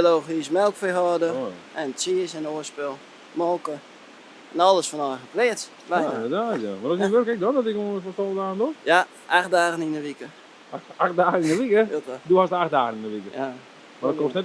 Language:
Western Frisian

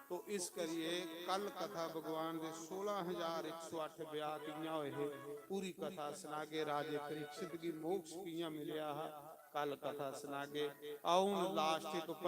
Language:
Dogri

